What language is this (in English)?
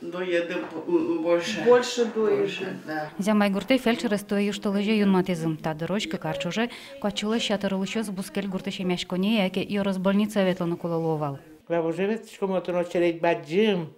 Udmurt